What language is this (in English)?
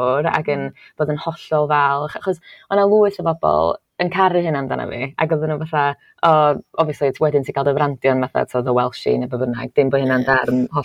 Welsh